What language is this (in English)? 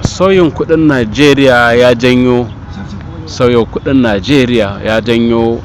Hausa